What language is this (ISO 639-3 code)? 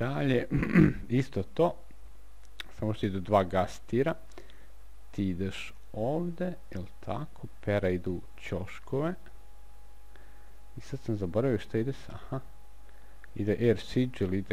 srp